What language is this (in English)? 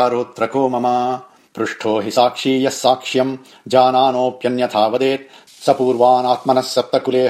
Sanskrit